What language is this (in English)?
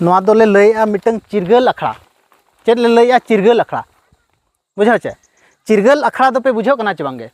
Santali